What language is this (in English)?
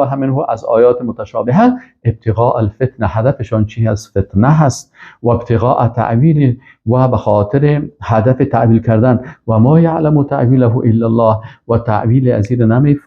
Persian